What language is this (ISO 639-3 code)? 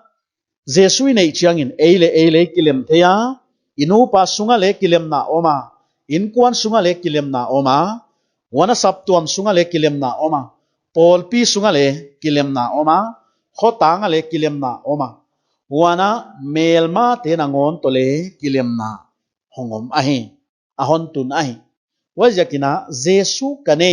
pck